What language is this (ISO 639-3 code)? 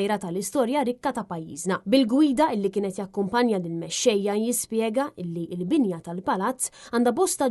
mlt